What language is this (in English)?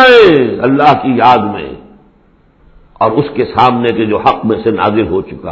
Urdu